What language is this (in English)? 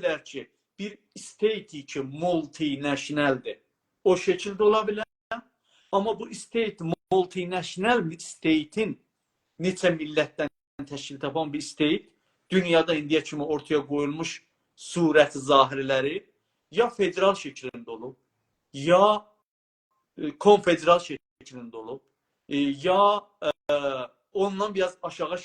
South Azerbaijani